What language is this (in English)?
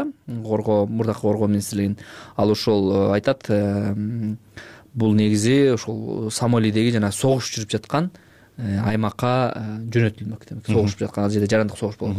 Kyrgyz